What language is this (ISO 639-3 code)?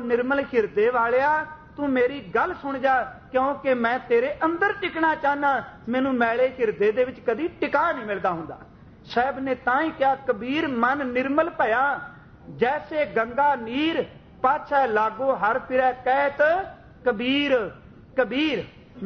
pan